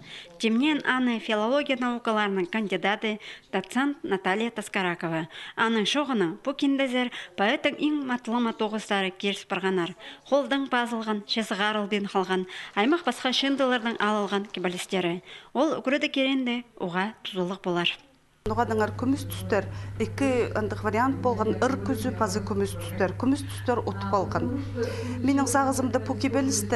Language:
Khakas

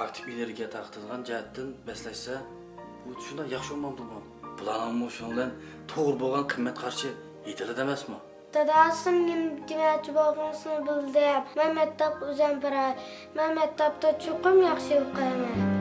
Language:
Uyghur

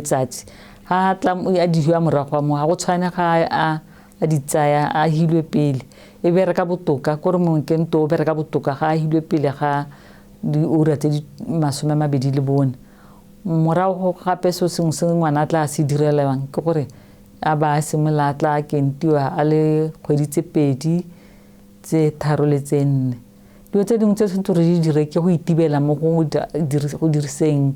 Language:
Tswana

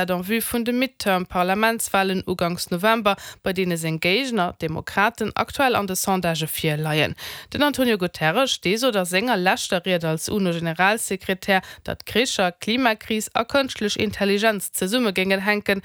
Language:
Luxembourgish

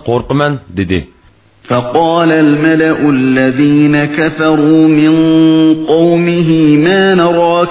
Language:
Uyghur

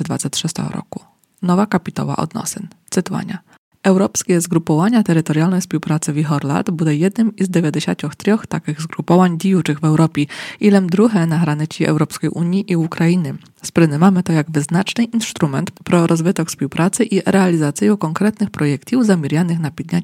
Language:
Rusyn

